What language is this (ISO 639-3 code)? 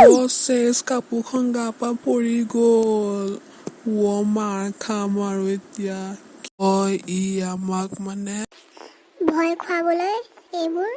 asm